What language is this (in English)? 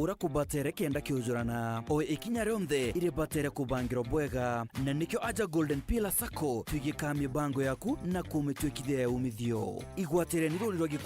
Meru